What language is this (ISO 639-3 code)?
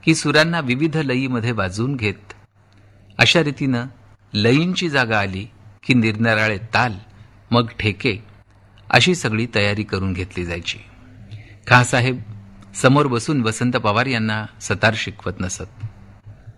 mar